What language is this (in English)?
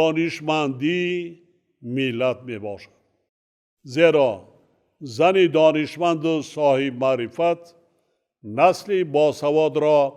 Tajik